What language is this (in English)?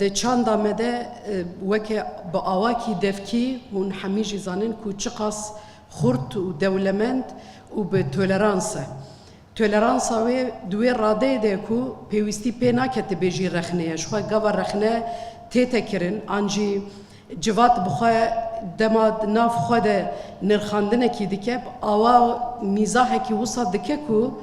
Kurdish